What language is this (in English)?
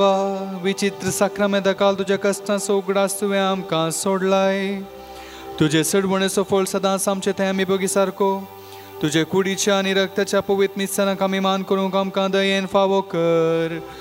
Konkani